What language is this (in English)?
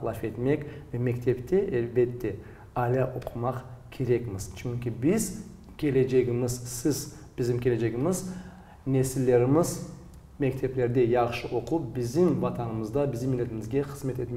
Crimean Tatar